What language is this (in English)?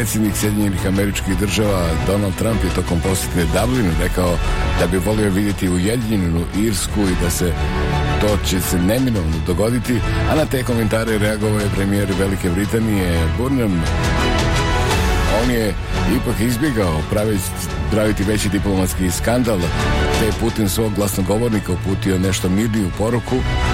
Bosnian